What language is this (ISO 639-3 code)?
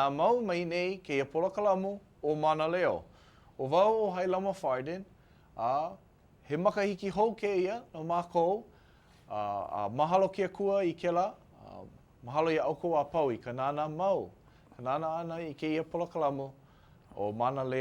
haw